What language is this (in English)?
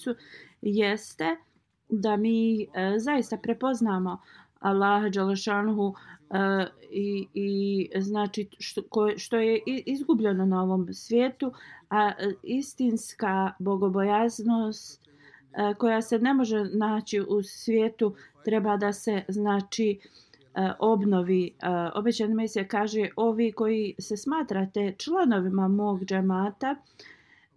Bosnian